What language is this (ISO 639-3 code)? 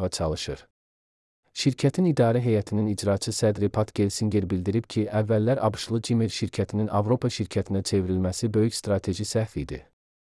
aze